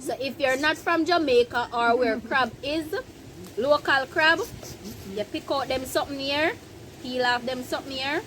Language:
Jamaican Creole English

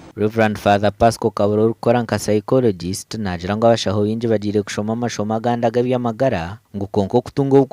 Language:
Nyankole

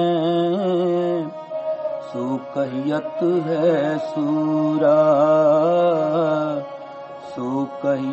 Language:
Punjabi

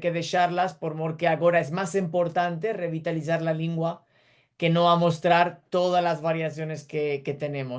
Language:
Ladino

